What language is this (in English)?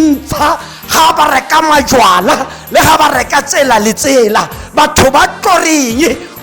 Tswana